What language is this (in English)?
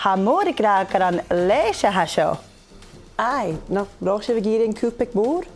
Scottish Gaelic